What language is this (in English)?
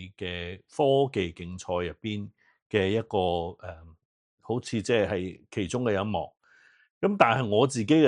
Cantonese